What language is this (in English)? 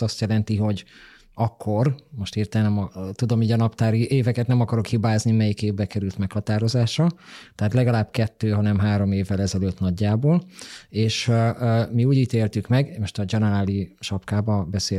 Hungarian